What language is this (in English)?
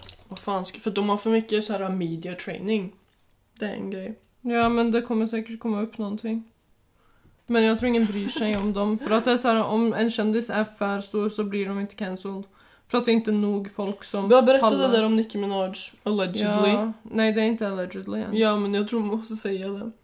Swedish